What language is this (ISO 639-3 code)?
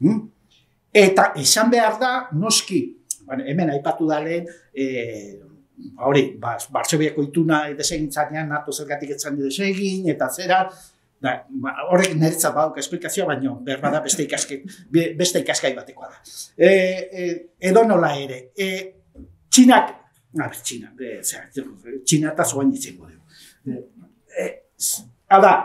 eus